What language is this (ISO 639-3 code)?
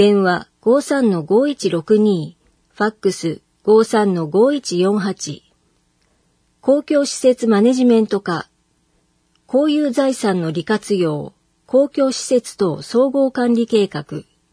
jpn